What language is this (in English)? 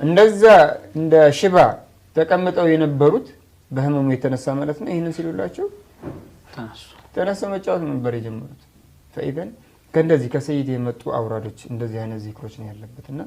Amharic